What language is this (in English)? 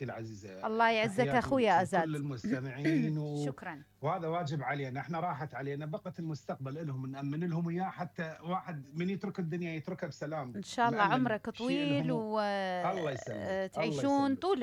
Mesopotamian Arabic